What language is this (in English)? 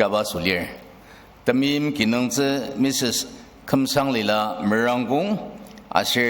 Ao Naga